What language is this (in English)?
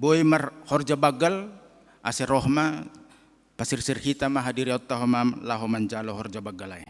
Batak Simalungun